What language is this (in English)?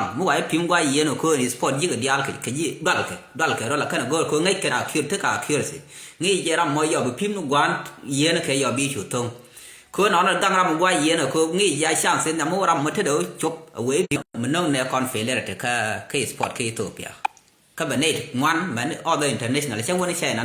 Nuer